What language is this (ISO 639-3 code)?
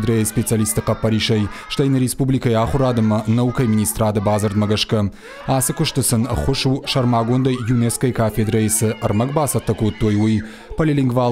oss